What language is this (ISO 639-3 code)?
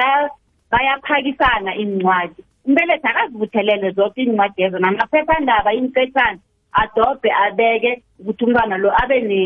nbl